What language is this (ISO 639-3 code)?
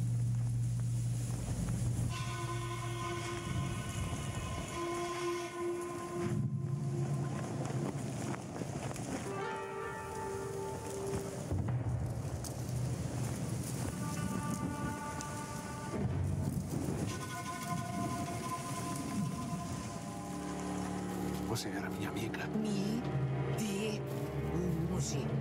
por